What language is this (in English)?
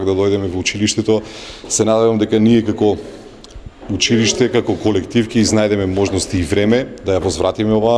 Macedonian